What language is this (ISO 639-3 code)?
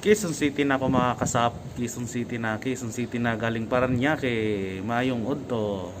ceb